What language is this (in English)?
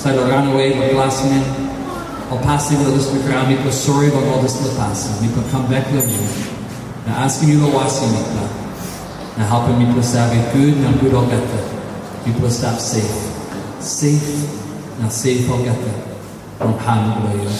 Tok Pisin